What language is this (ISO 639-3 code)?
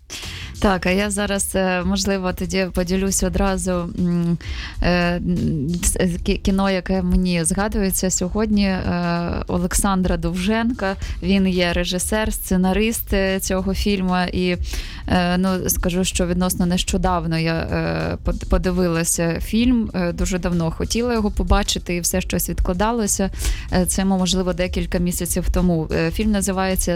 ukr